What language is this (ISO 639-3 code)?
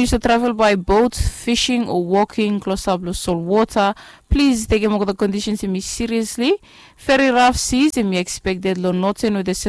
bis